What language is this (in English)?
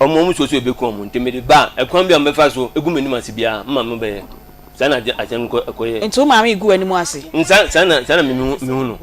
Akan